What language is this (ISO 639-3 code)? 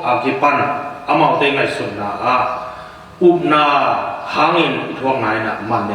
ctd